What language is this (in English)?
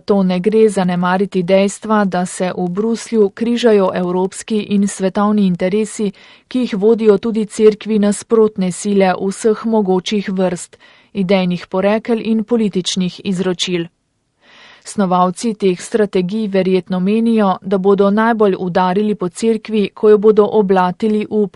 Slovenian